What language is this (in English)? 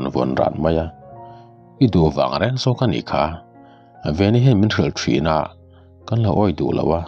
Mizo